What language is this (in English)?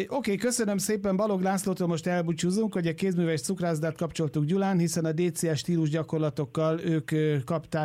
Hungarian